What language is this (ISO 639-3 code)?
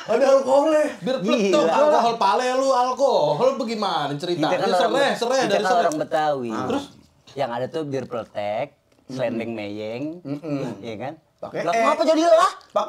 bew